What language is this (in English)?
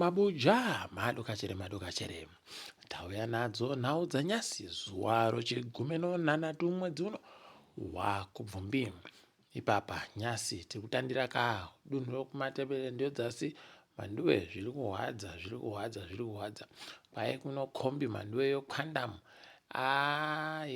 Ndau